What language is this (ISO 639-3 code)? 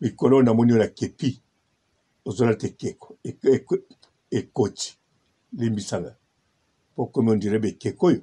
lin